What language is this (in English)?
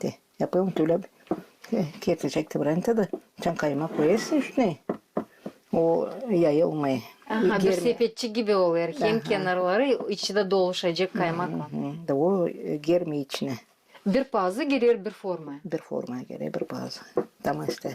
Gagauz